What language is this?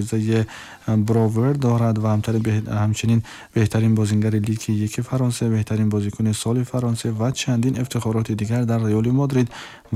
Tajik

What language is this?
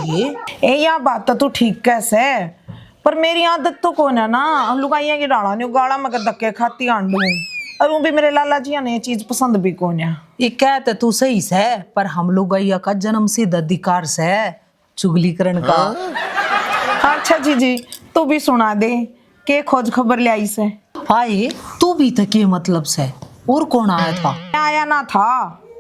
Haryanvi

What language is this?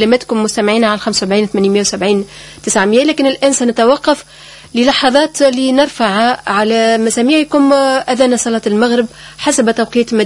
Tunisian Arabic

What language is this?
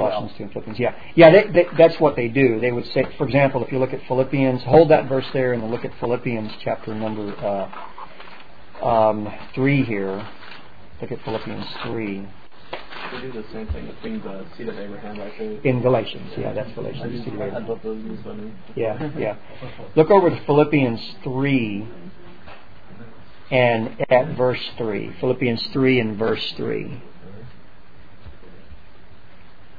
English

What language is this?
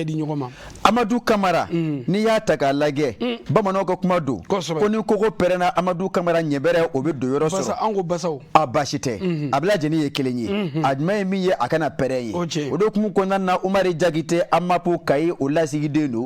Bambara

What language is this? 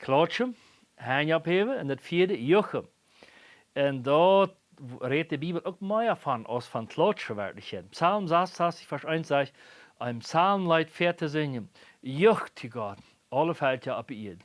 Plautdietsch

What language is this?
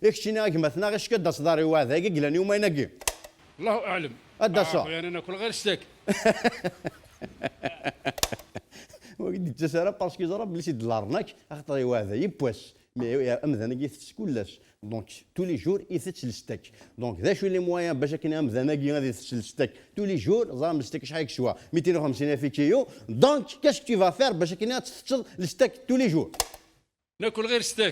Kabyle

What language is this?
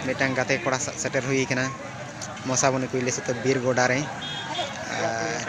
Santali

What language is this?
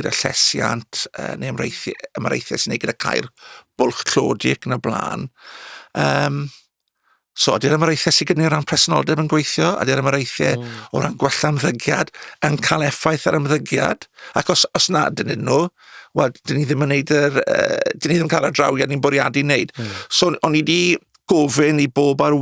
Welsh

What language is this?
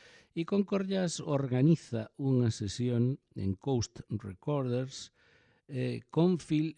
Galician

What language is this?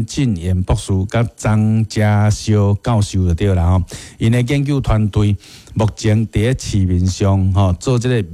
Min Nan Chinese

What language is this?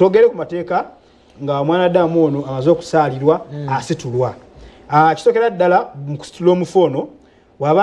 Ganda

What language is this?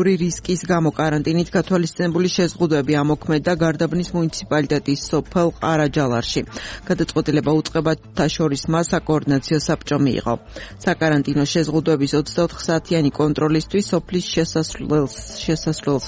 Georgian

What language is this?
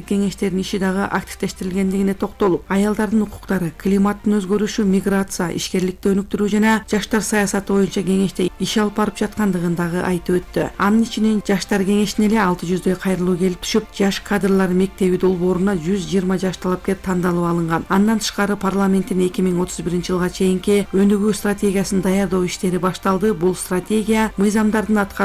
Kyrgyz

